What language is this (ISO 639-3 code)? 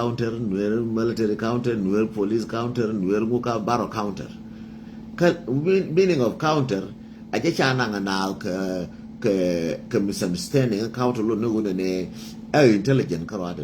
nus